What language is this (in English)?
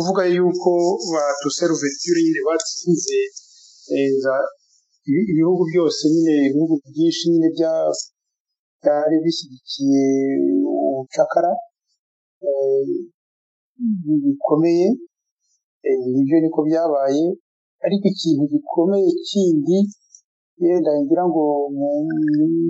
Kinyarwanda